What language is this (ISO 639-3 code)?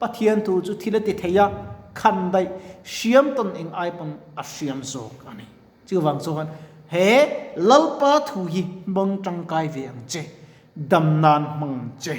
lus